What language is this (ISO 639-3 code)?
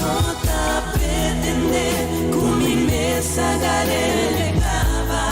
pap